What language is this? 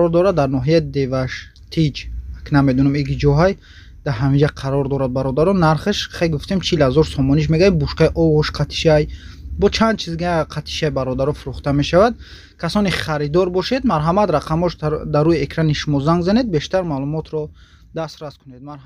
Tajik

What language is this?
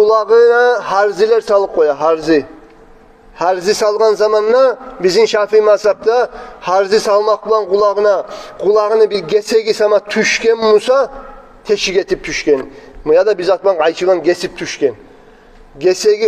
Kumyk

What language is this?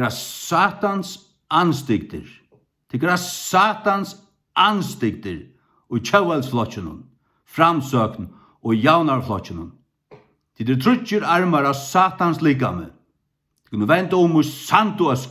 Faroese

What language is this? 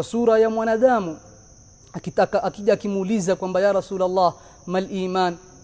Swahili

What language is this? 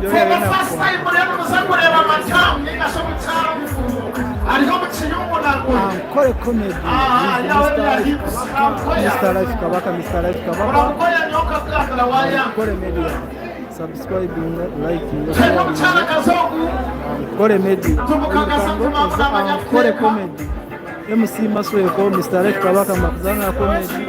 Nyankole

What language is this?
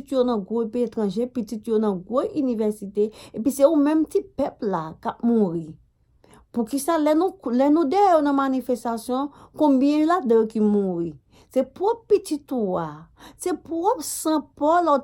Haitian Creole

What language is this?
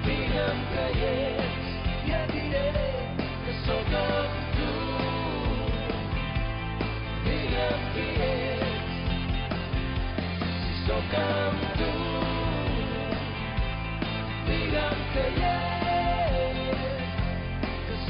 Catalan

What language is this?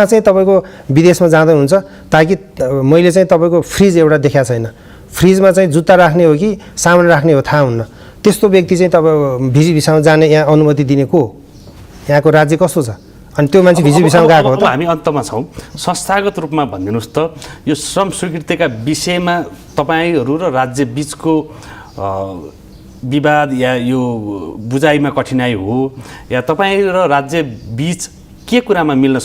Nepali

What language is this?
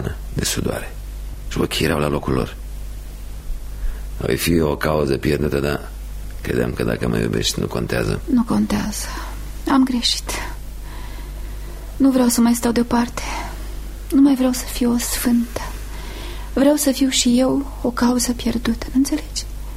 Romanian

